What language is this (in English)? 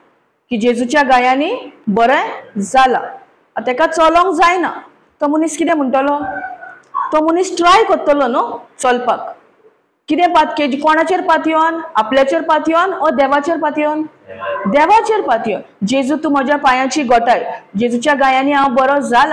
Konkani